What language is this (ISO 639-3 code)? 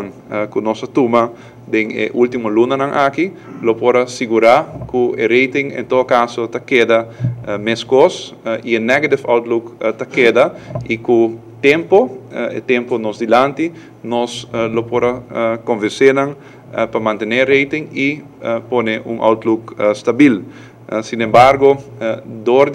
pap